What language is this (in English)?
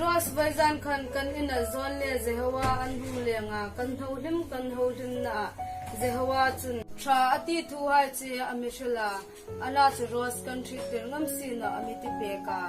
Hmar